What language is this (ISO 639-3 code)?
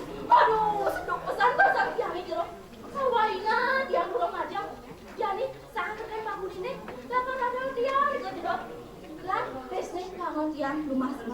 ban